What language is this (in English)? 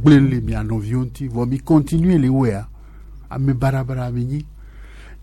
Gen